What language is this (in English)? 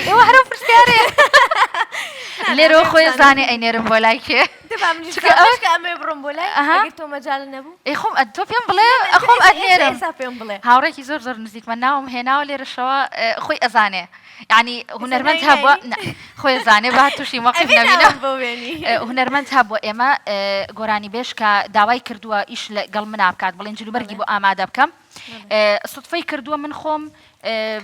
Central Kurdish